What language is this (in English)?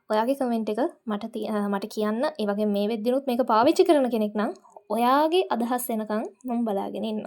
Sinhala